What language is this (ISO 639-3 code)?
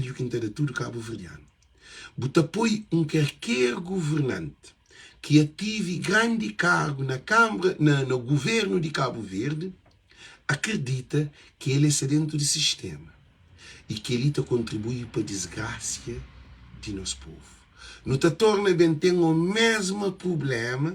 kea